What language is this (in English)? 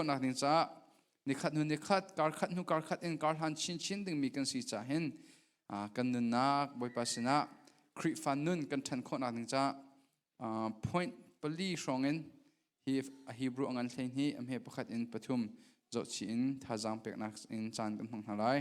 Hakha Chin